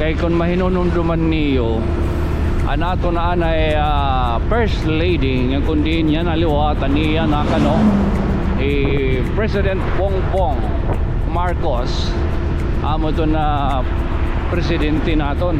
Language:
Waray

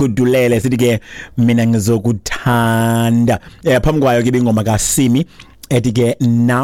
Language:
Xhosa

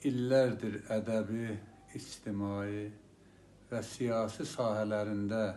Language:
South Azerbaijani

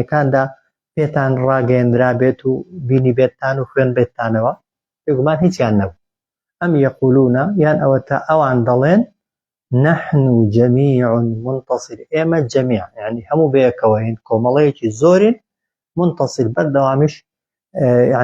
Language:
Central Kurdish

